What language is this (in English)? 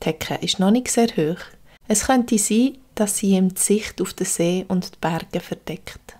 Swiss German